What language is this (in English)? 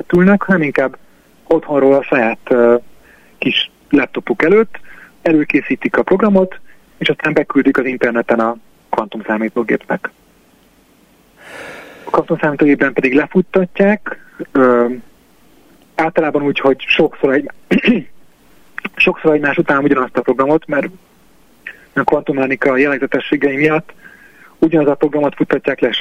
Hungarian